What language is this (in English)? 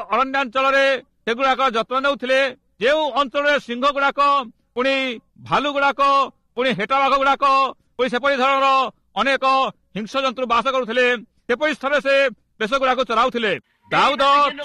Odia